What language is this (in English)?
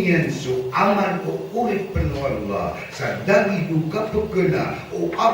Maranao